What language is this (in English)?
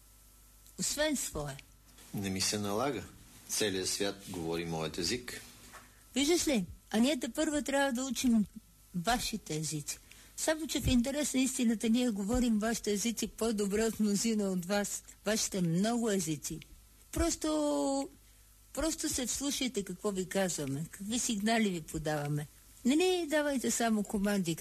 Bulgarian